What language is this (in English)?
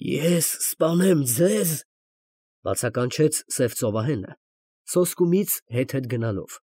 Armenian